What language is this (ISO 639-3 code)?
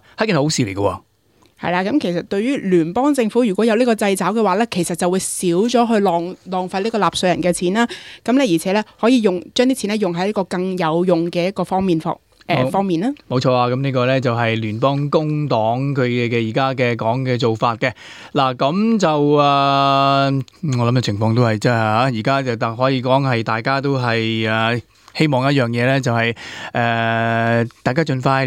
yue